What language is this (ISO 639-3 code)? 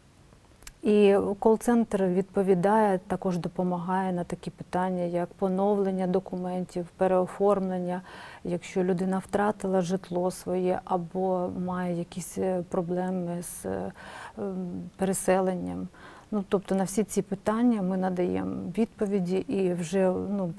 ukr